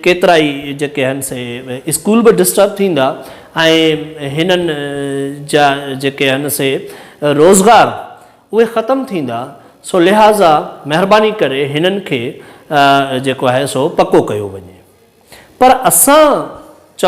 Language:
Sindhi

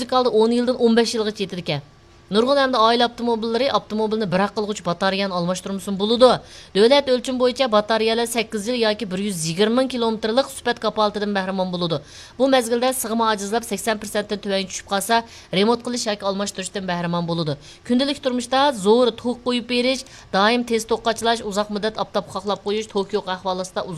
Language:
Uyghur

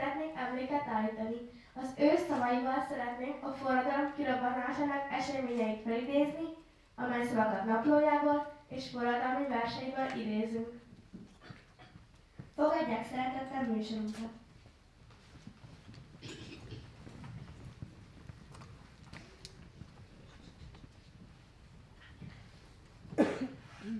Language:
Hungarian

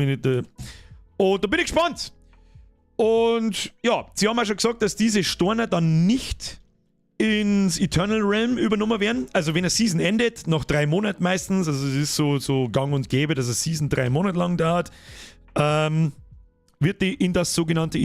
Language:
Bavarian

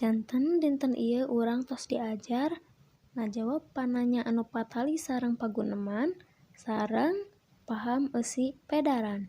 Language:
Sundanese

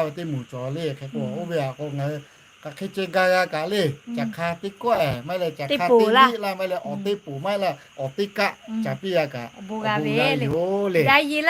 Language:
Lahu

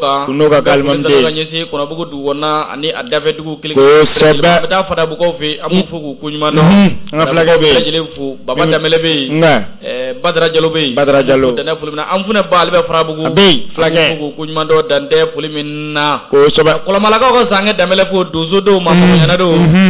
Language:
Bambara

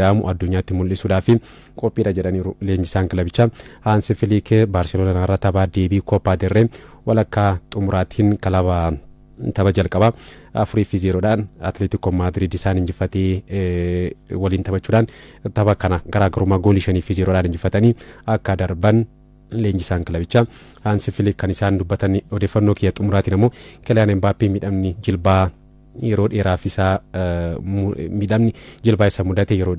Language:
Oromo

